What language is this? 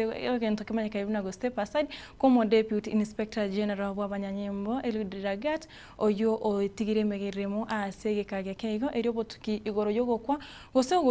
Gusii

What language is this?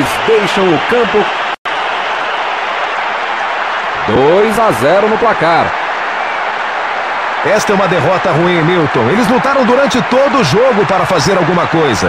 Portuguese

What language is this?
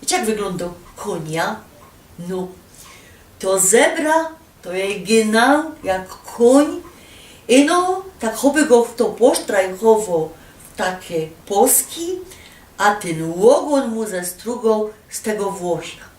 Silesian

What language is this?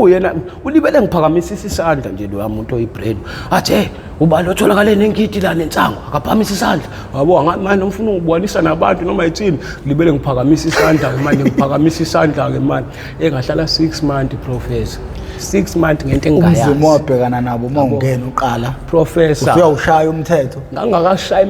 Zulu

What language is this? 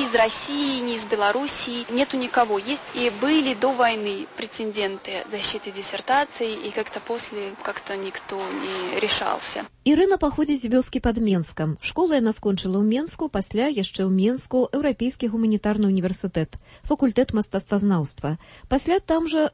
Belarusian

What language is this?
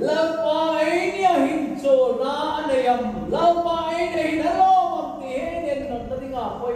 Hmar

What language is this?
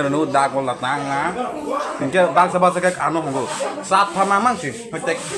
Kok Borok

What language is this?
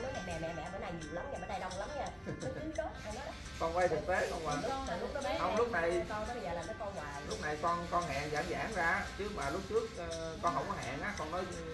Vietnamese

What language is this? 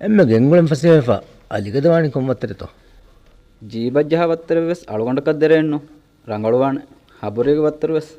Divehi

